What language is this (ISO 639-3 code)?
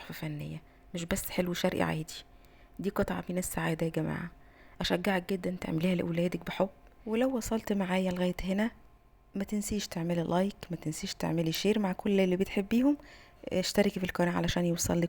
arz